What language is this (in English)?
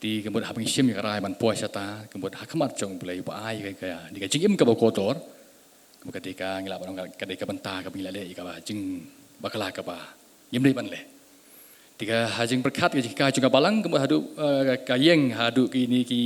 Khasi